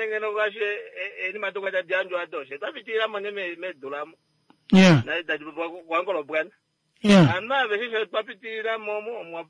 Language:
Kuanyama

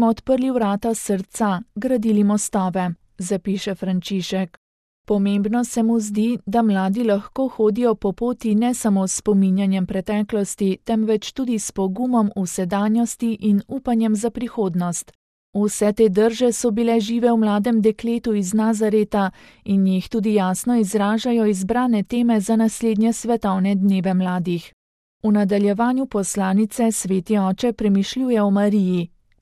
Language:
Slovenian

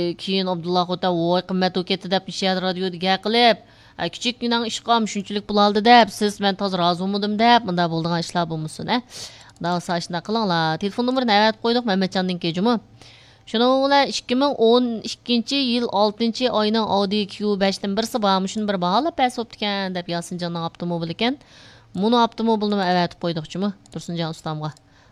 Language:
Uyghur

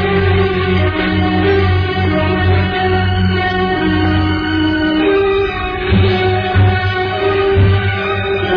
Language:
Indonesian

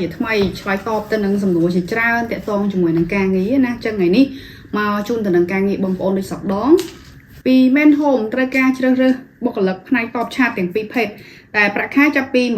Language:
Khmer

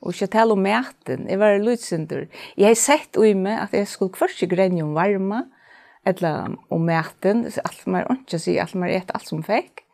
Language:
Faroese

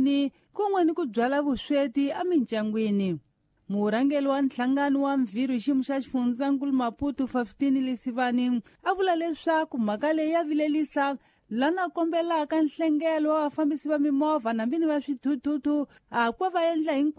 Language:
Tsonga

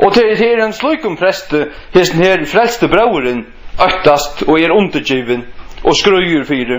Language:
Faroese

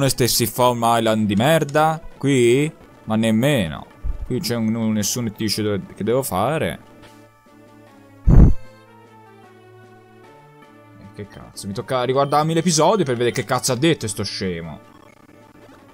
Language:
Italian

